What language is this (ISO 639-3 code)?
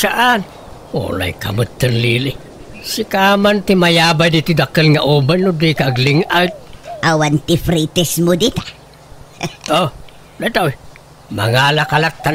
ilo